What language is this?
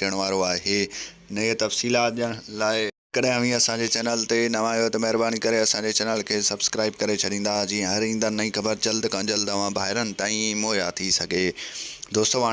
Sindhi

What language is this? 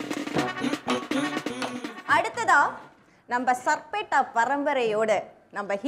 Tamil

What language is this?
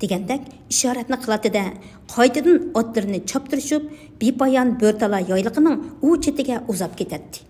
Uyghur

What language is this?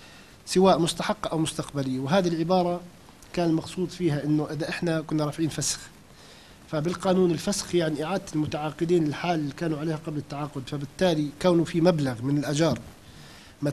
North Levantine Arabic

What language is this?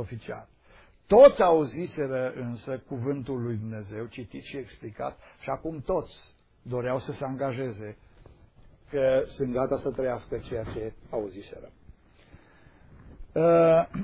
Romanian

